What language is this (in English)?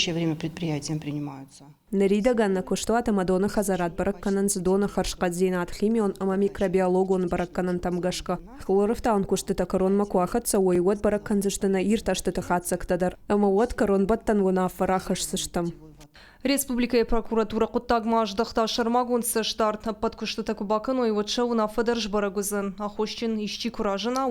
Ossetic